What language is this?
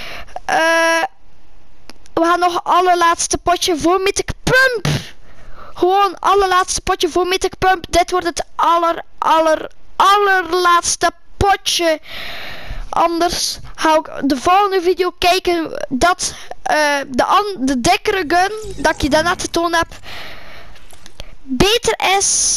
Dutch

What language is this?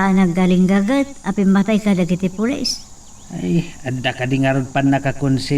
Iloko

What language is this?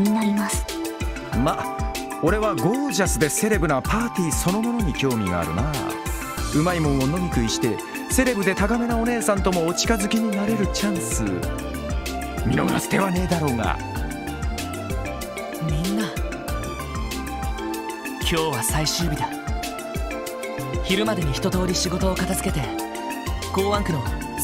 Japanese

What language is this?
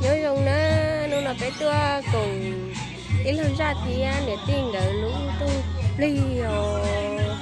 Hmong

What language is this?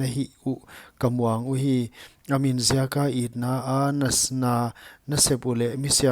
Paite Chin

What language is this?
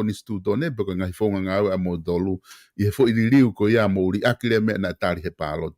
Tongan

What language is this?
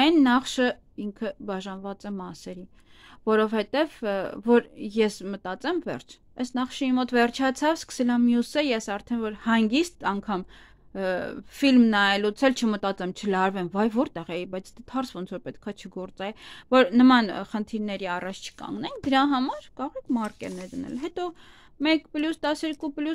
Armenian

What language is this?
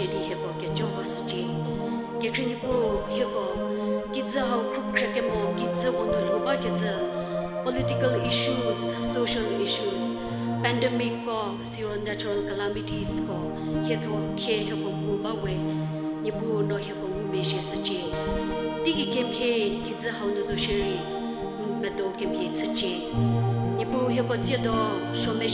Angami Naga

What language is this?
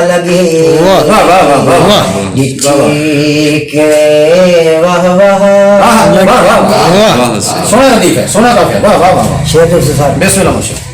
Saraiki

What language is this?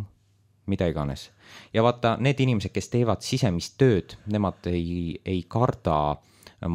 Estonian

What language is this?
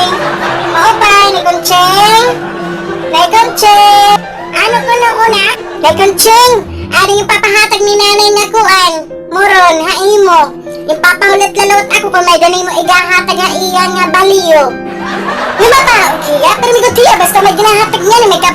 Waray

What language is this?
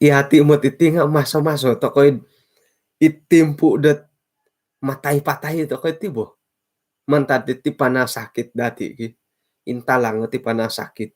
Central Dusun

